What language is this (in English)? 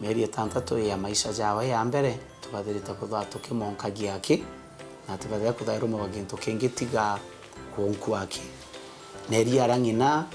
Meru